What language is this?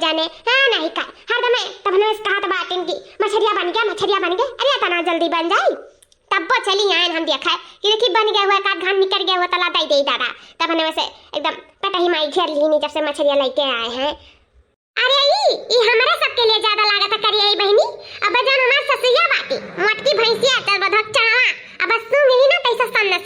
Awadhi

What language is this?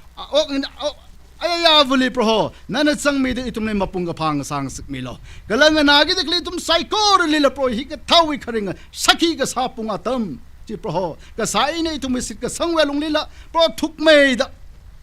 Tangkhul Naga (India)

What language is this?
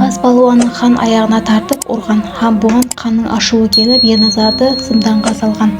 Kara-Kalpak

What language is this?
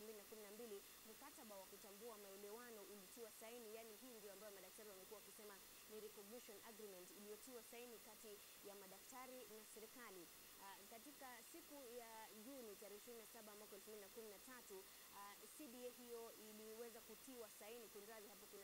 Swahili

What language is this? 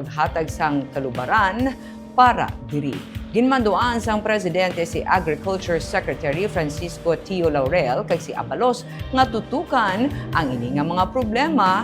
Hiligaynon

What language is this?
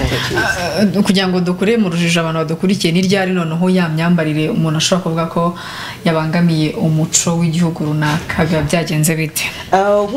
Kinyarwanda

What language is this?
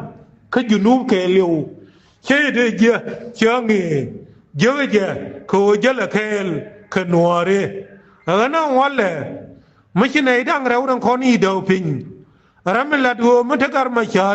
Nuer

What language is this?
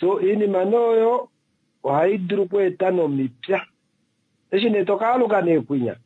Kuanyama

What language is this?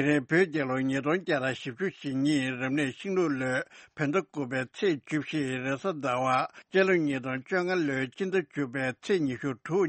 Tibetan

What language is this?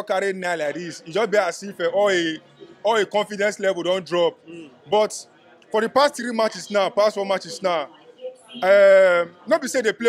Nigerian Pidgin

